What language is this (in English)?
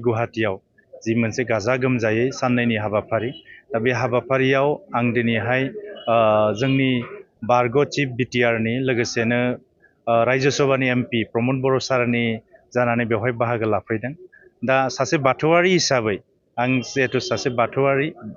Bodo